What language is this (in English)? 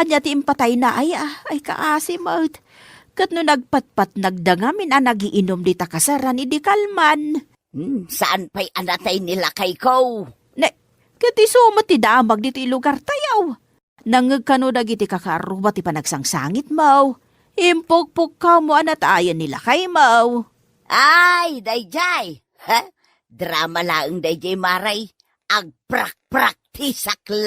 Iloko